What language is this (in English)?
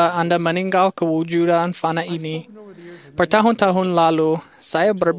Malay